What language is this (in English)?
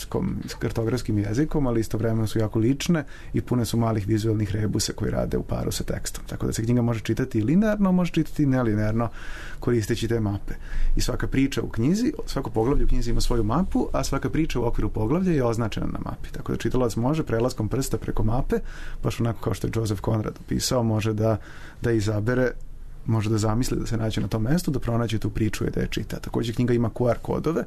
Serbian